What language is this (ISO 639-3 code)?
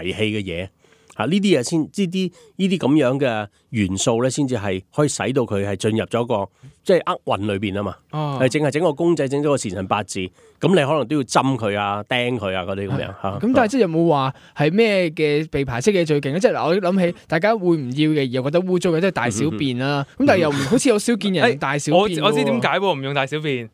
yue